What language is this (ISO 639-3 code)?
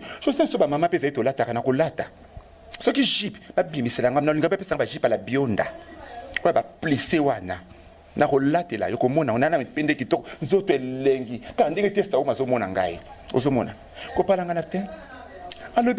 lin